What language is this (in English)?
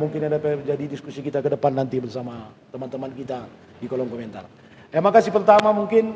Batak Karo